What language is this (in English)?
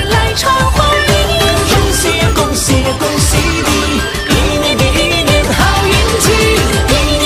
Chinese